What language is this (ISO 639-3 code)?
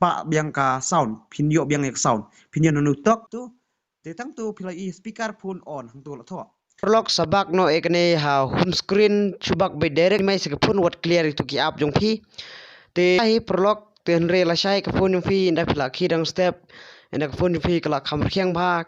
kha